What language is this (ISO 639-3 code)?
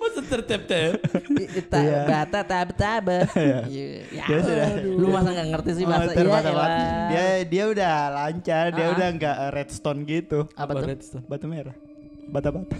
mfp